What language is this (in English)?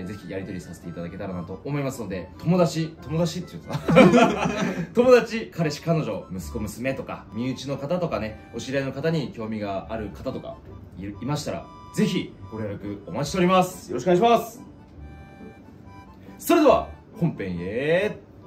Japanese